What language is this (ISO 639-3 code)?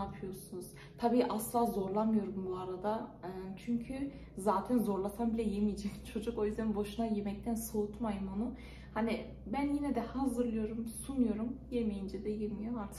tur